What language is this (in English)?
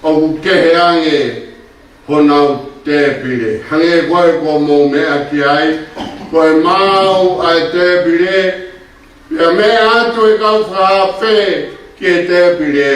Tongan